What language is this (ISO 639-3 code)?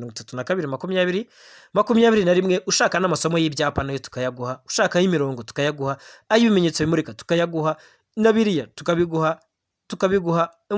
kin